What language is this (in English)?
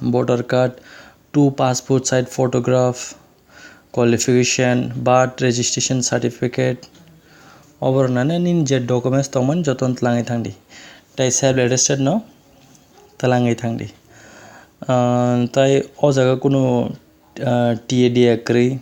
Kok Borok